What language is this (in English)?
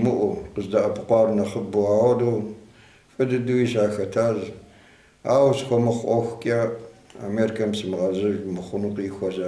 Kabardian